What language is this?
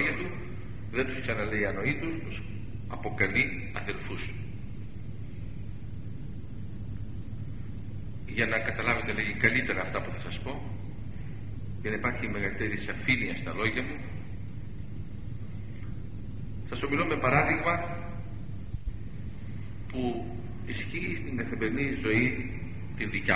Greek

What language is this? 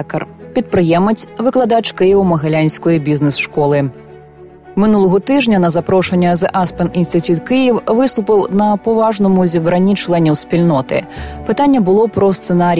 Ukrainian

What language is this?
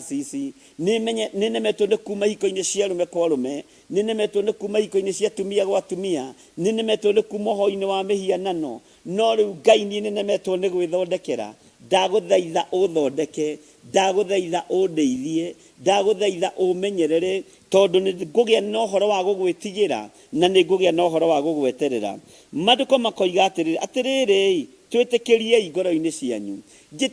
Kikuyu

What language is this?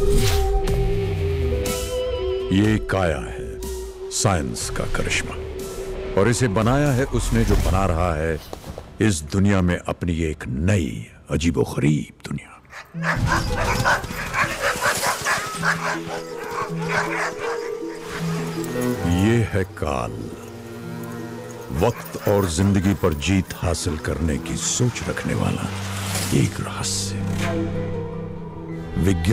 Hindi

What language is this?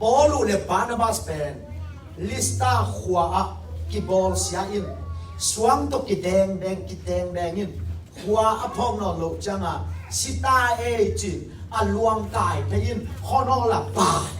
Tedim Chin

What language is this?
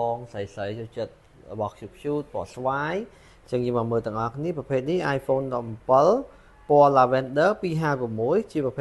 Khmer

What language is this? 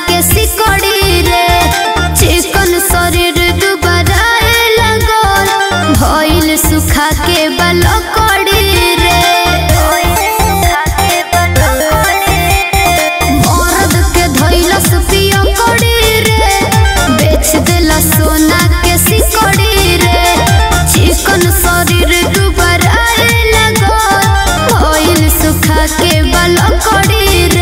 Bhojpuri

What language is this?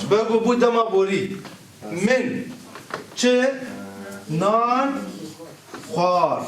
Kurdish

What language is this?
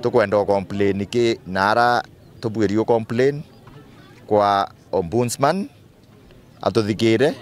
Meru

